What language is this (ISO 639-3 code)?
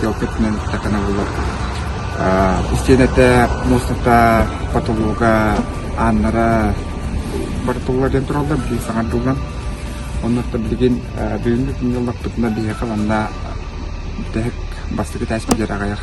sah